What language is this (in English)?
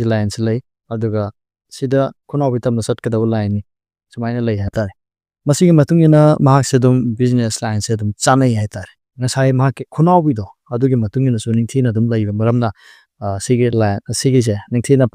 Manipuri